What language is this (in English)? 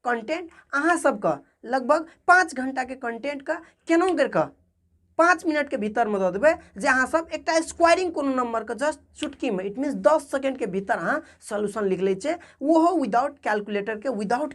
Maithili